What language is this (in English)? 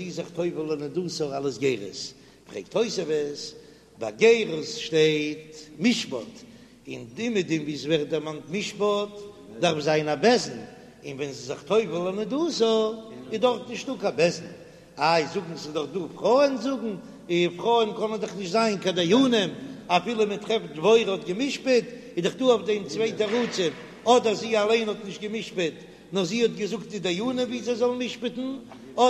Yiddish